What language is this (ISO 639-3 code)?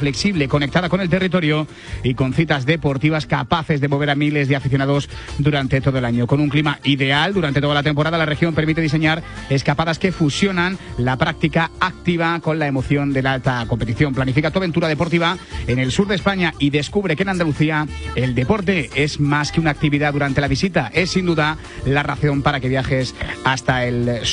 spa